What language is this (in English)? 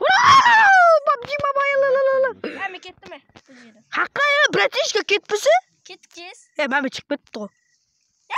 Kara-Kalpak